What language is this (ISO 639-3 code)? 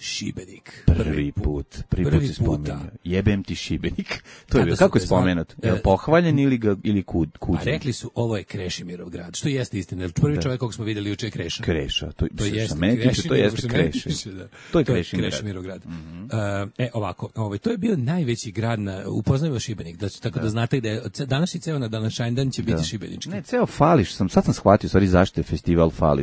srp